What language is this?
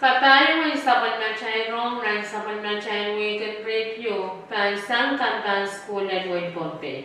Pohnpeian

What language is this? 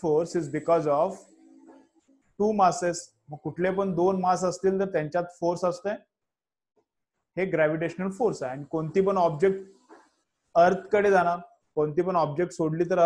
Marathi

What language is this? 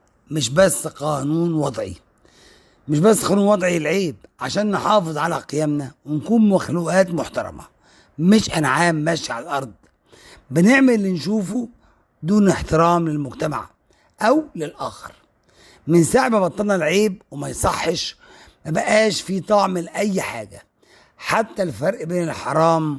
Egyptian Arabic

